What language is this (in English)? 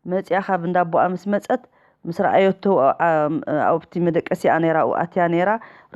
Tigrinya